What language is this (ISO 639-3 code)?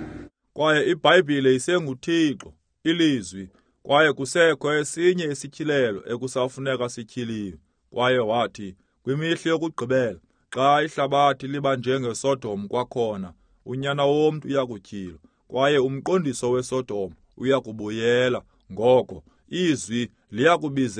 xho